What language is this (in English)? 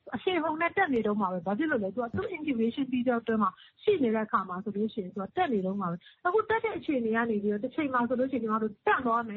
Burmese